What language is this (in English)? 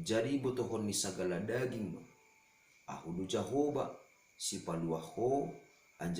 Batak Simalungun